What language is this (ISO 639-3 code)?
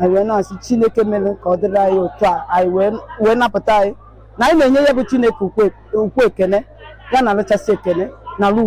ibo